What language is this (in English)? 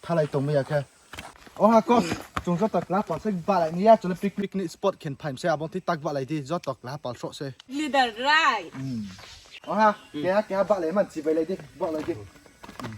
Riang (India)